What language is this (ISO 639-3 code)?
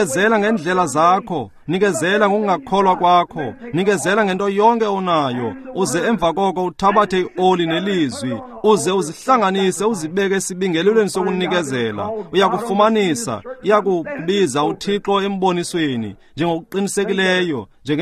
xho